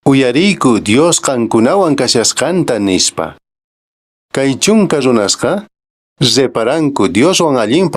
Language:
Quechua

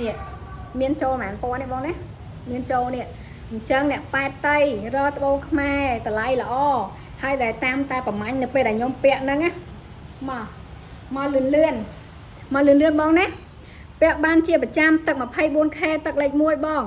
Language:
Khmer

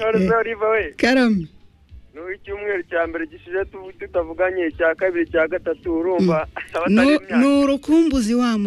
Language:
Kinyarwanda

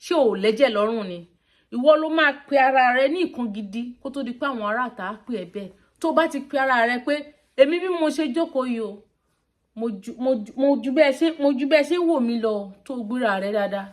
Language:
Yoruba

